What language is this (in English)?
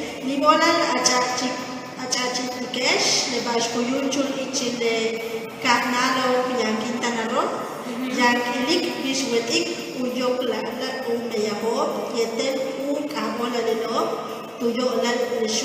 Yucateco